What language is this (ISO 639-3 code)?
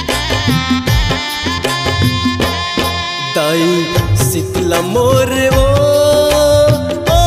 hne